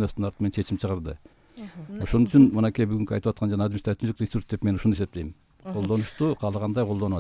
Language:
Kyrgyz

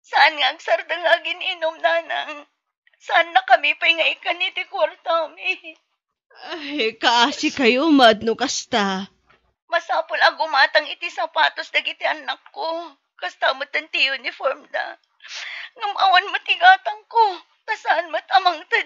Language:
Iloko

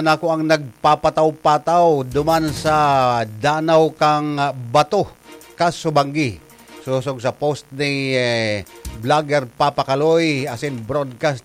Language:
Bikol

